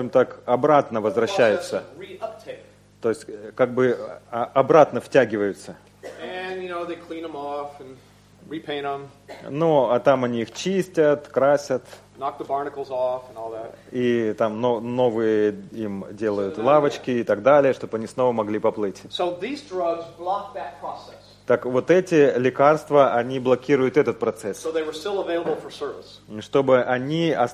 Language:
Russian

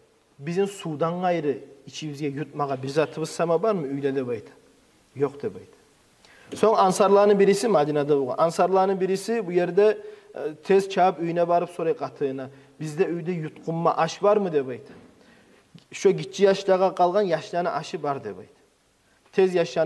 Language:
Kumyk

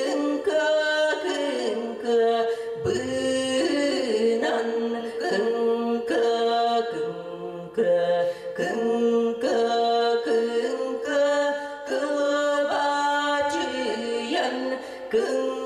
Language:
Yakut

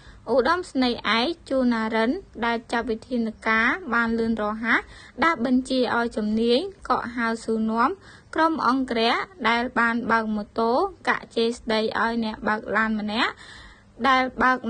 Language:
Khmer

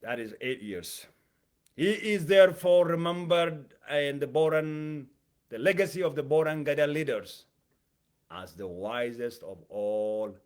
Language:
English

